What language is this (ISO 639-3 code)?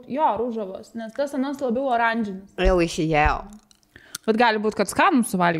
lit